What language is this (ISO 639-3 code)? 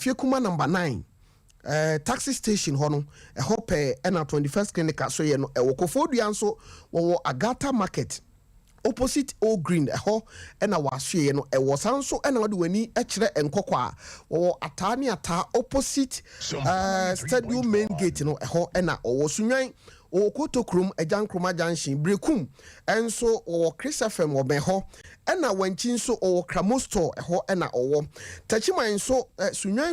aka